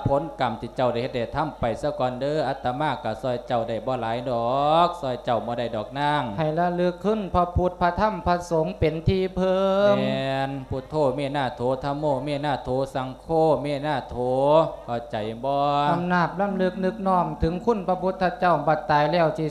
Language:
Lao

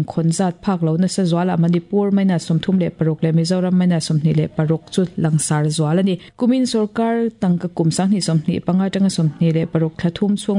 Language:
Mizo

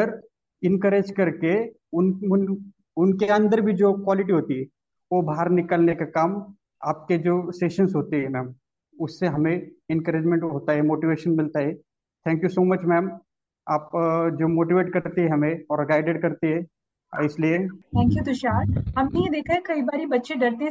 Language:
Hindi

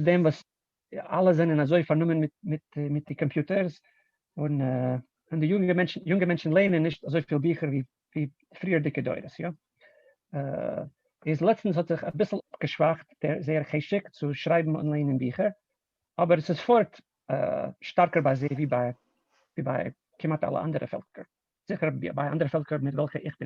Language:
Yiddish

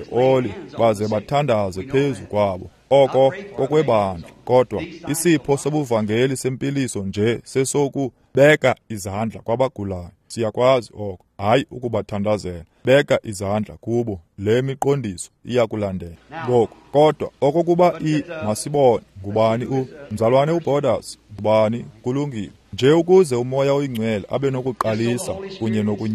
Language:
Xhosa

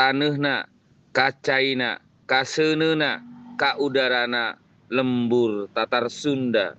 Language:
Sundanese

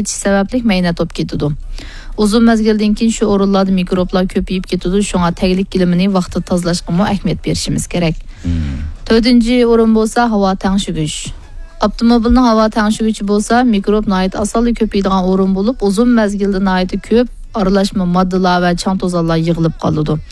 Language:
Uyghur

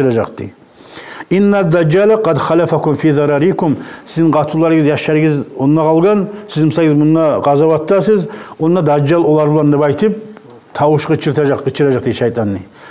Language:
Kumyk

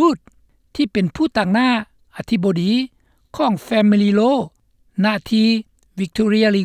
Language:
Lao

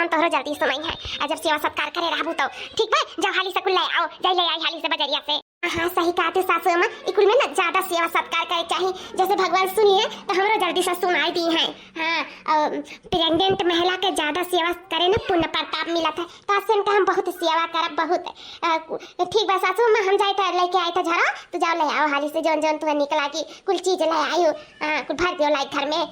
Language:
Awadhi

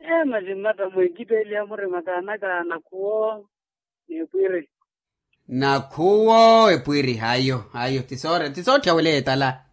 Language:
Makhuwa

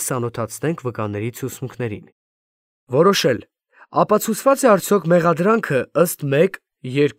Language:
Armenian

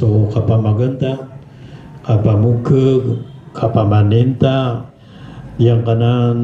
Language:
Maranao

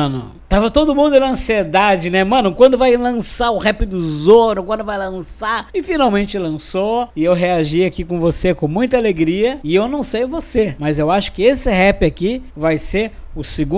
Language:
Portuguese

